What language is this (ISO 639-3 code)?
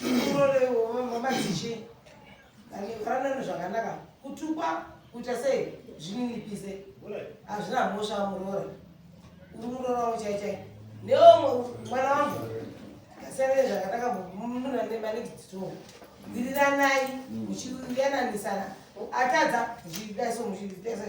sna